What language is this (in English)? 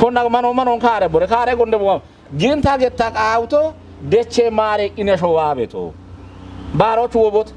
Kafa